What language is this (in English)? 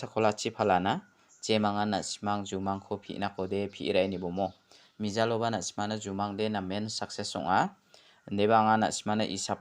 Garo